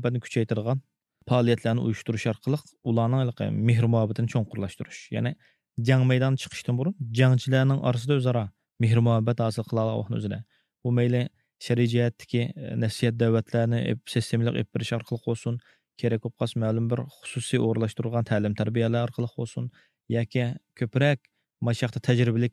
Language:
Uyghur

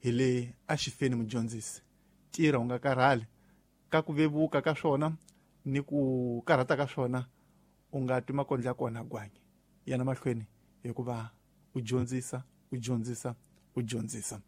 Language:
Tsonga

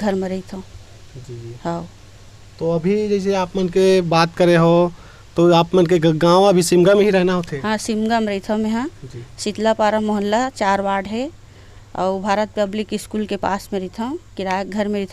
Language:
Chhattisgarhi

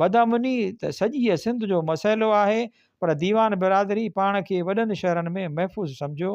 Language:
Sindhi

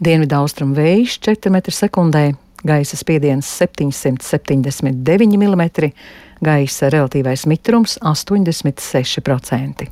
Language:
Latvian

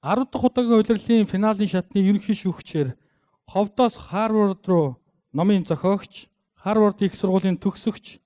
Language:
Mongolian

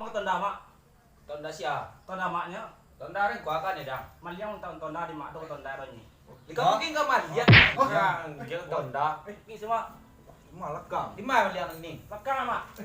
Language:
Minangkabau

